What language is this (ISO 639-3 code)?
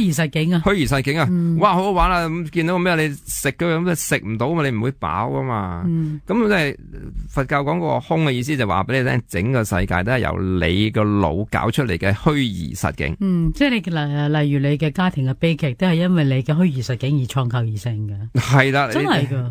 yue